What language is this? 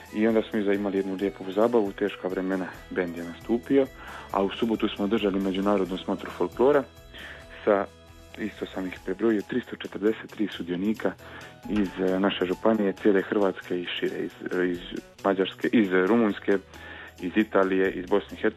Croatian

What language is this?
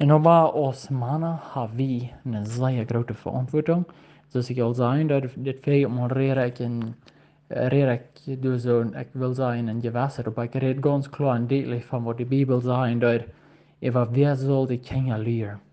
Plautdietsch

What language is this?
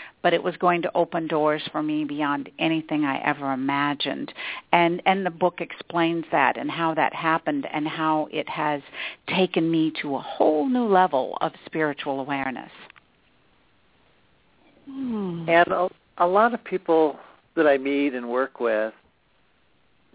English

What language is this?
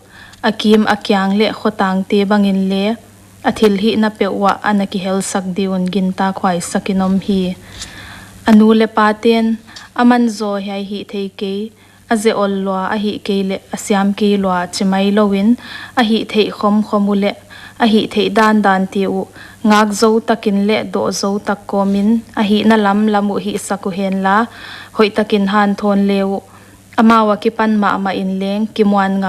Paite Chin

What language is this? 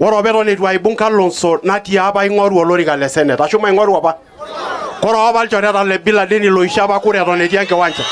Masai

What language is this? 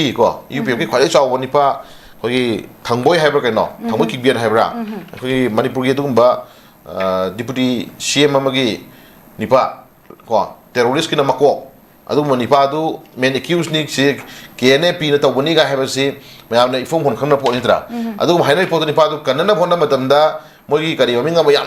Manipuri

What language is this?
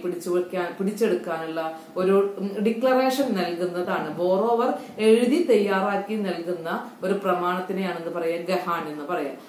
Malayalam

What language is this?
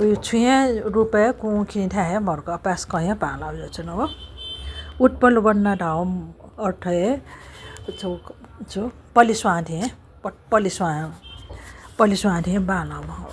Newari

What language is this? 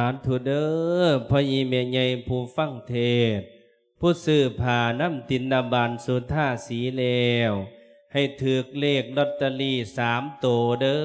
Lao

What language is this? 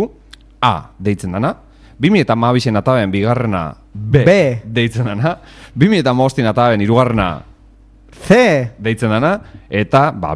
Basque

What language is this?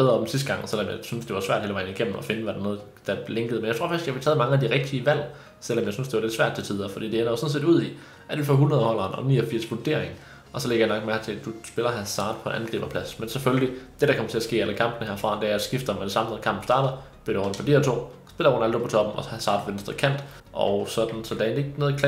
Danish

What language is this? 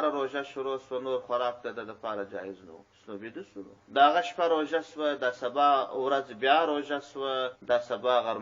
Pashto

